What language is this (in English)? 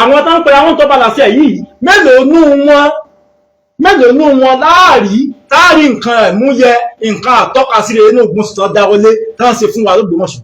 Yoruba